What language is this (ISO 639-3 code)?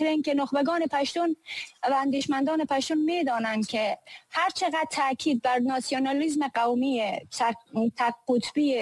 fas